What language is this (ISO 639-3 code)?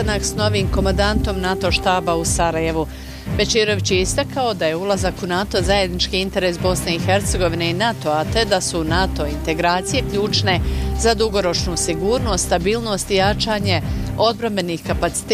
bos